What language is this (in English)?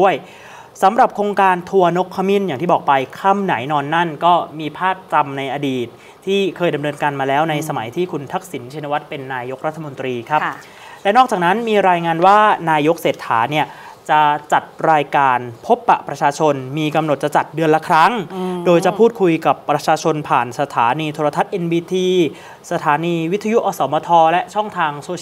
Thai